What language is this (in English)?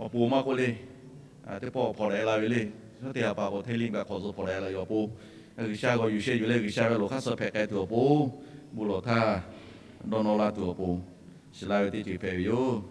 Lahu